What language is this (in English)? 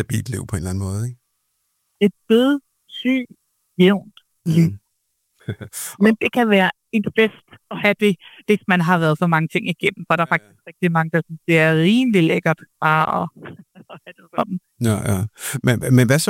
Danish